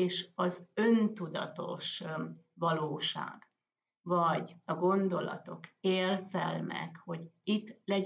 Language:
Hungarian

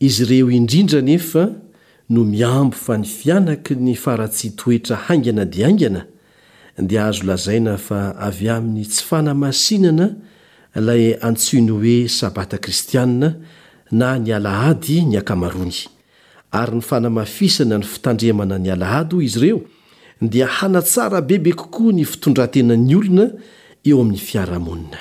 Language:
Malagasy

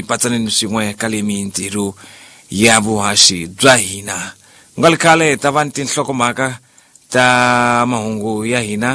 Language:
Tsonga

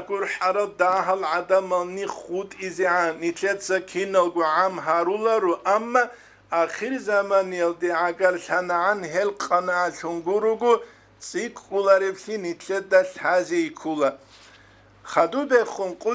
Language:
Avaric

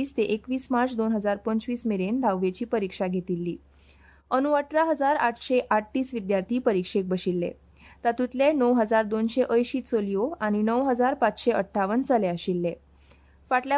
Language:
Konkani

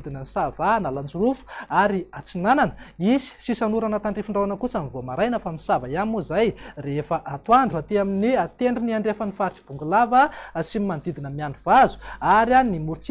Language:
Malagasy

